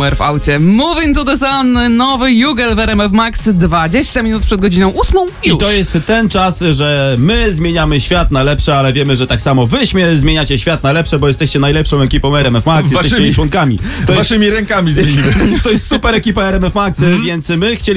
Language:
Polish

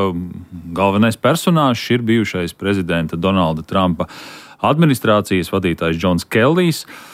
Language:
Latvian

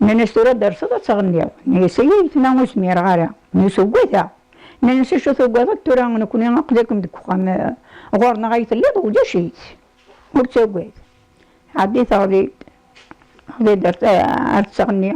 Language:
Kabyle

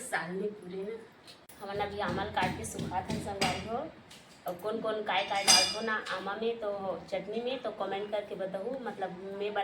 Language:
Chhattisgarhi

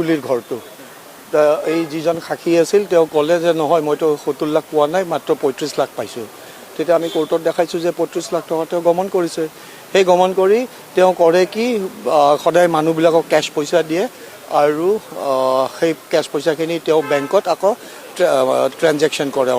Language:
Assamese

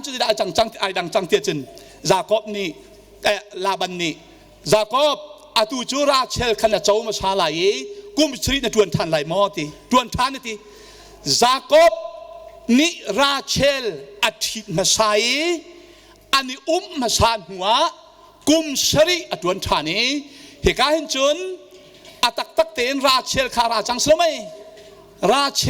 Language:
Hakha Chin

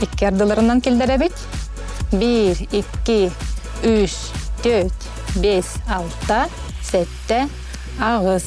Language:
Yakut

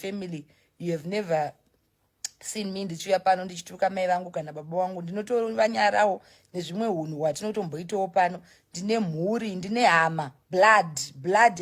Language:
Shona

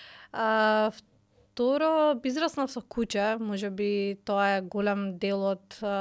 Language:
Macedonian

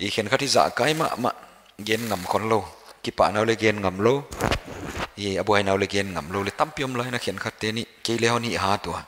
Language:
Paite Chin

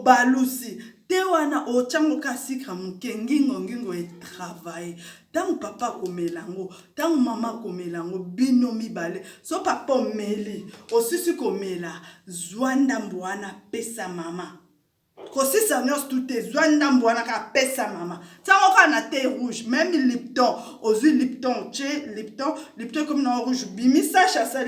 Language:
Lingala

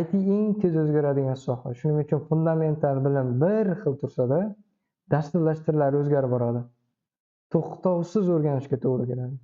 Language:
Uzbek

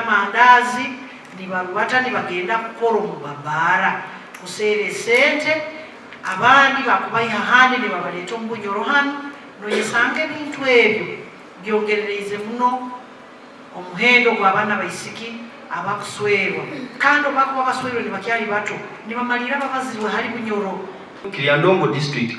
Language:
Nyankole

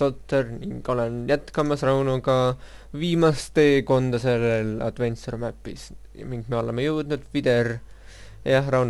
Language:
Estonian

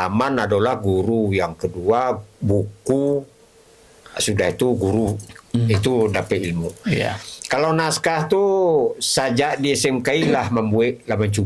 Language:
Minangkabau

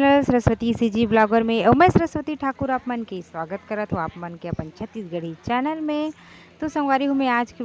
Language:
Chhattisgarhi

